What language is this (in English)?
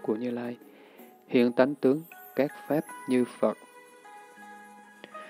Vietnamese